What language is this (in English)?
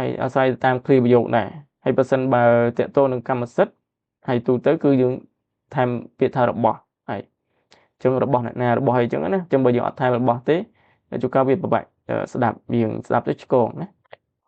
Khmer